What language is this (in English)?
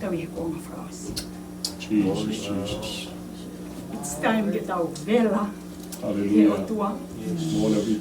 Tongan